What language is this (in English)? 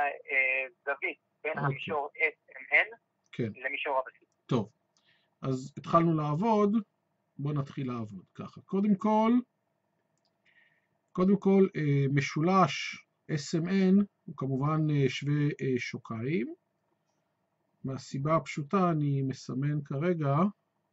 Hebrew